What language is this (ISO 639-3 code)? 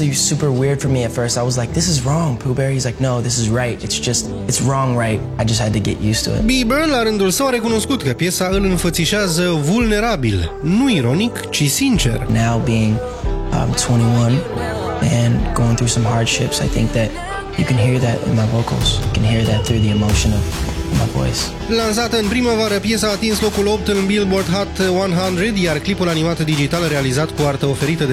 ron